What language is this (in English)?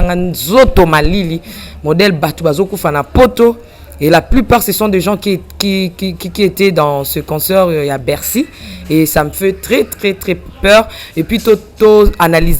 Lingala